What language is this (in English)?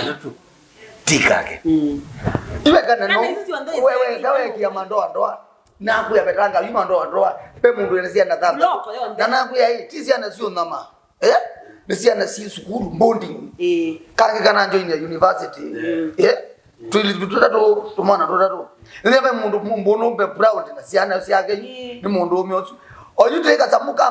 Kamba